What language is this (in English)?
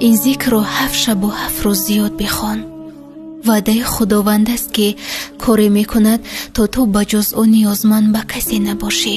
Tajik